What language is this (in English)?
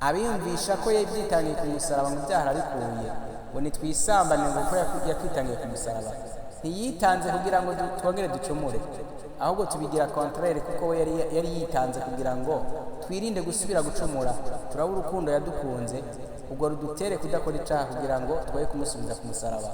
Rundi